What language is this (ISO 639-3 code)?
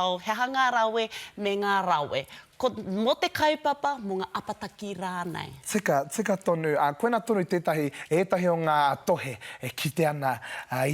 mri